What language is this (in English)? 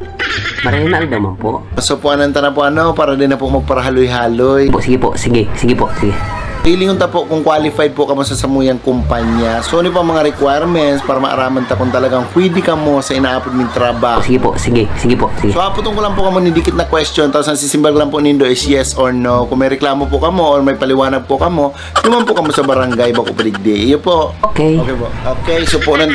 Bikol